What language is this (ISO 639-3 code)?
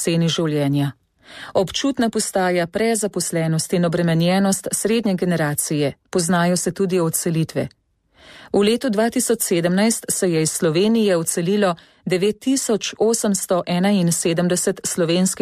slv